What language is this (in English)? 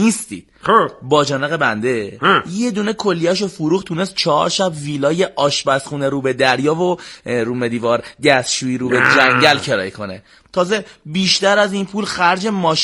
Persian